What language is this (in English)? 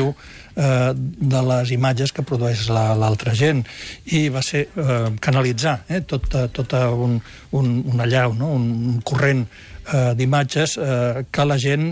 Catalan